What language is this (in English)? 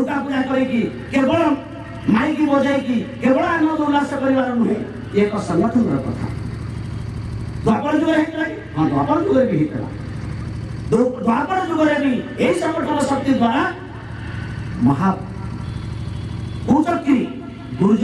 Odia